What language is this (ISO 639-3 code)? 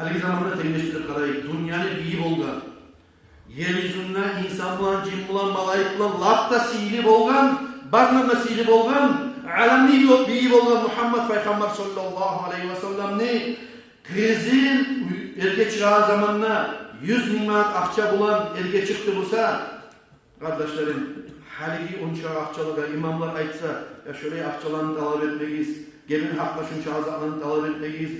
kum